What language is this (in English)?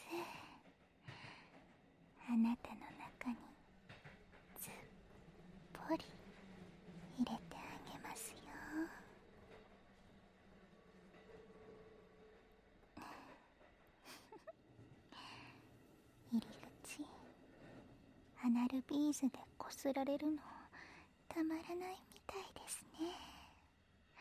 Japanese